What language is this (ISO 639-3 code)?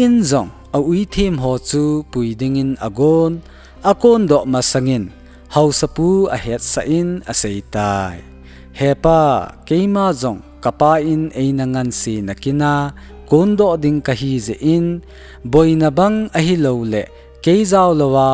tcz